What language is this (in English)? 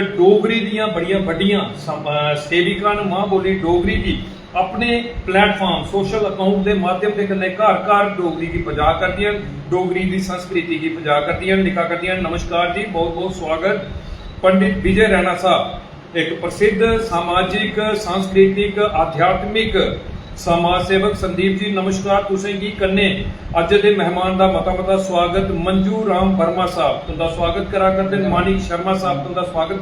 Dogri